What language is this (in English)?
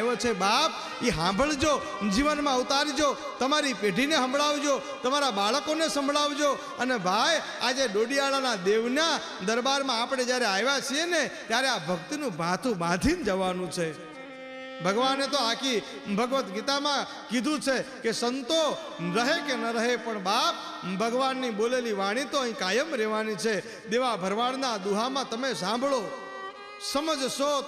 Gujarati